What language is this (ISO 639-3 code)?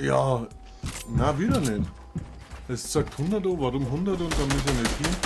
bar